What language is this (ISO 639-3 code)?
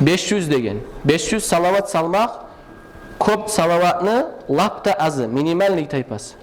kum